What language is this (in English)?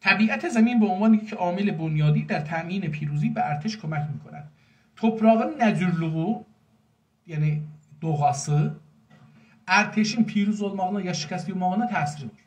South Azerbaijani